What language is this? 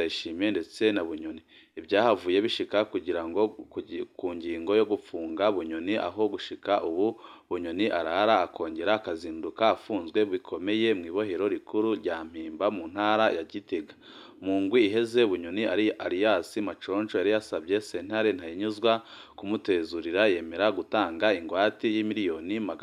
Rundi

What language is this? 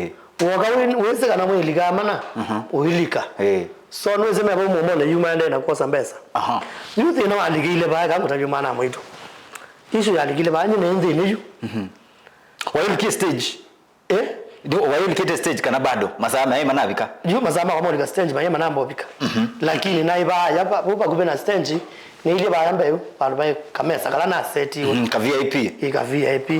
Kamba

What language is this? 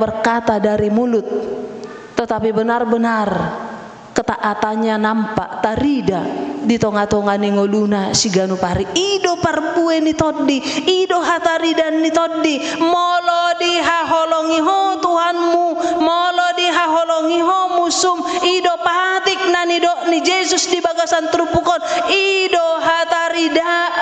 Batak Toba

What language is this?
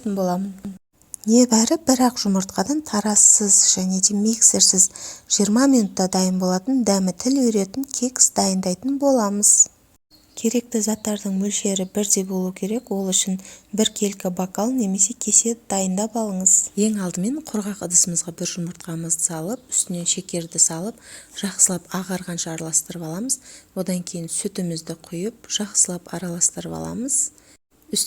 Kazakh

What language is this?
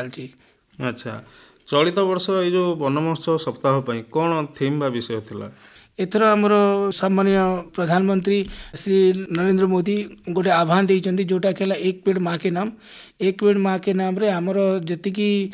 Odia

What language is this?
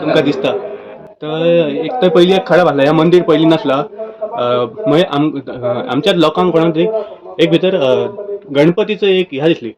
Konkani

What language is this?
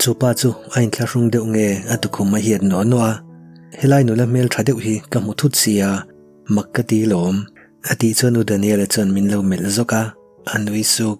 Mizo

